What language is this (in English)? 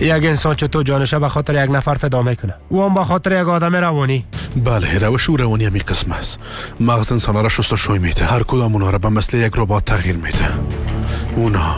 Persian